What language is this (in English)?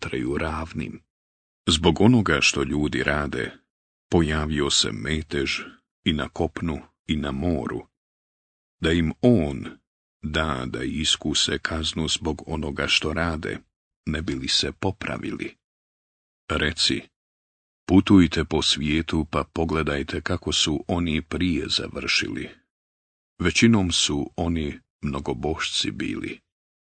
Bosnian